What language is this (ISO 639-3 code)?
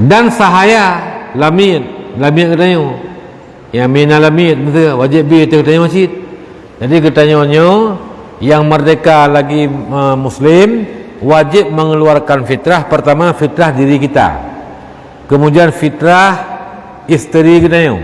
ace